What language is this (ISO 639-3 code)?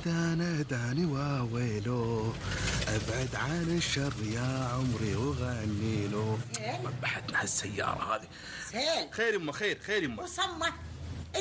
afb